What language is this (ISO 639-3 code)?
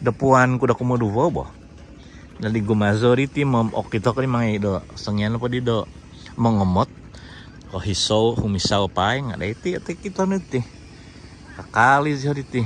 dtp